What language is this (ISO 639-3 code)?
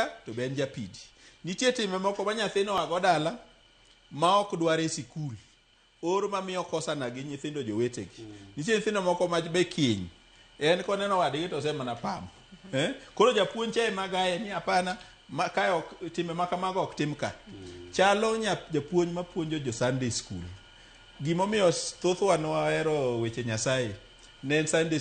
luo